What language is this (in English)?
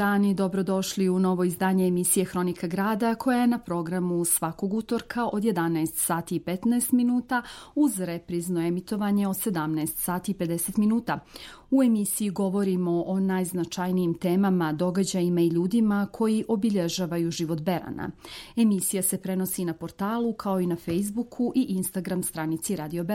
Serbian